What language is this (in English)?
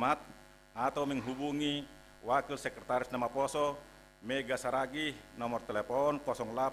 Batak Simalungun